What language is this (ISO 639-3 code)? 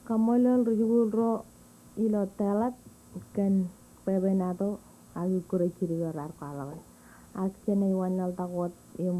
mah